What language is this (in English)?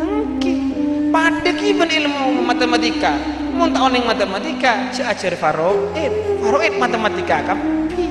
Madurese